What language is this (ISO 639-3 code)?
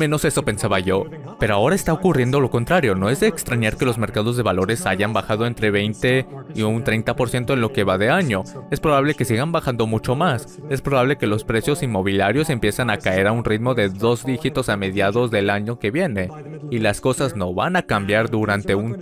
spa